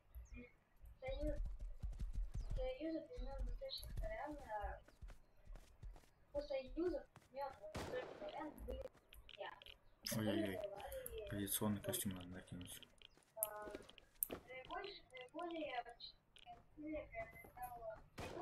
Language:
Russian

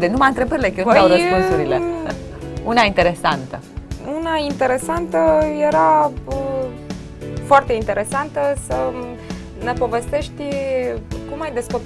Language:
Romanian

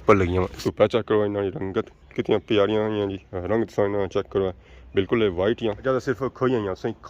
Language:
Pahari-Potwari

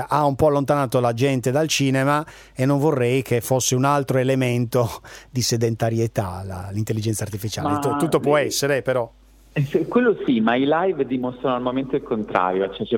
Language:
Italian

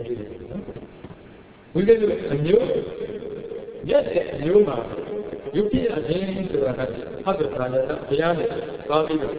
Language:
Burmese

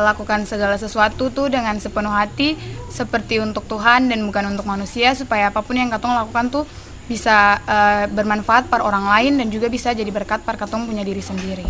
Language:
Ambonese Malay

